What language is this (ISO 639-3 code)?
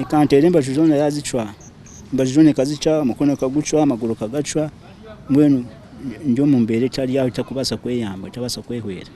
nyn